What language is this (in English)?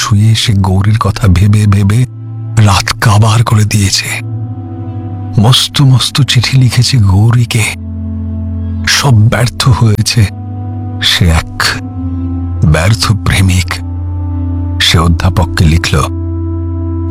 Bangla